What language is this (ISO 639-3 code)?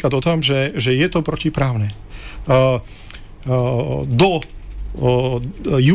slk